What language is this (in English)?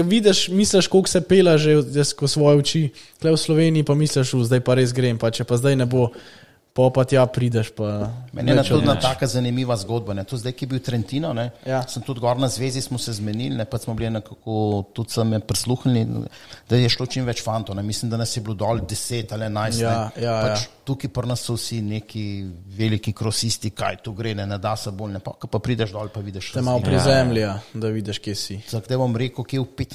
Slovenian